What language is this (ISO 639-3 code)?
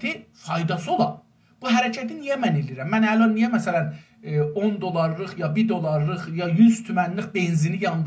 azb